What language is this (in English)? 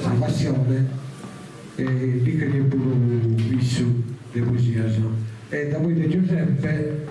Sardinian